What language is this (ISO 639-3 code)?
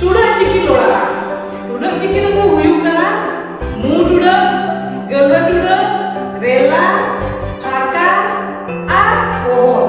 sat